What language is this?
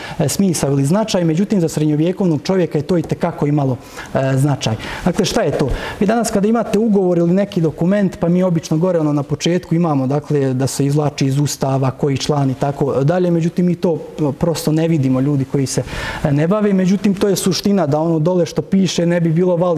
Serbian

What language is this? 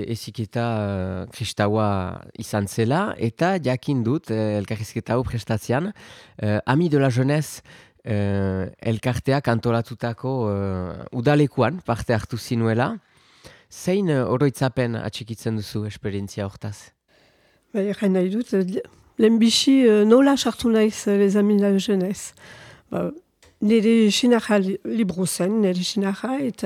Basque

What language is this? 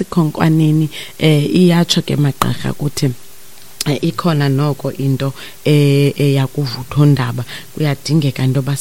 Xhosa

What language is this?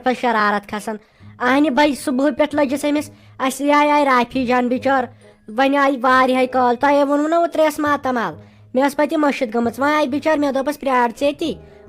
Kashmiri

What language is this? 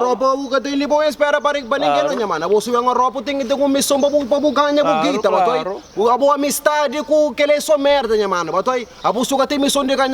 Kabuverdianu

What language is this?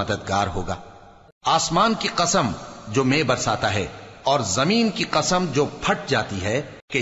Urdu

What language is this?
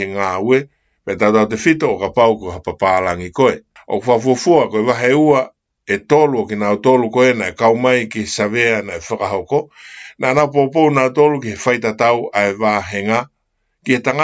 Tongan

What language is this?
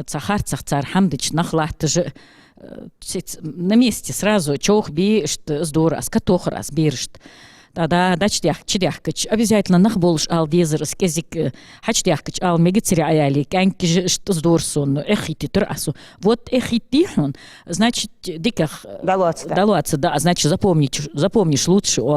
Ingush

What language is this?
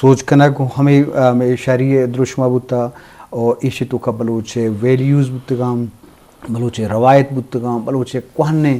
Eastern Balochi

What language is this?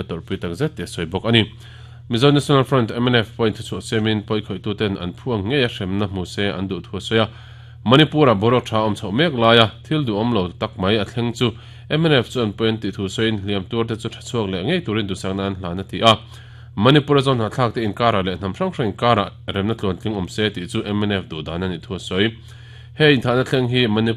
Mizo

